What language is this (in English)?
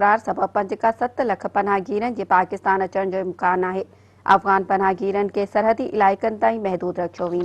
Sindhi